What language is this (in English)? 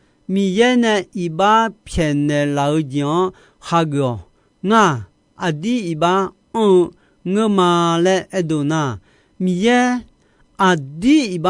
Akha